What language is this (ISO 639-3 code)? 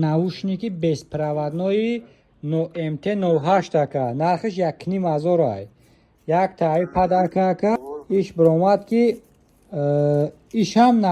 tgk